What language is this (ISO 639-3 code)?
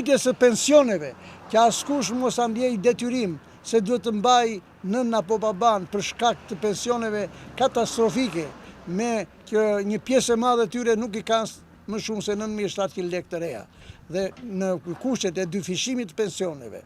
sqi